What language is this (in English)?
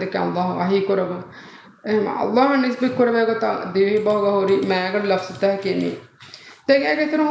Divehi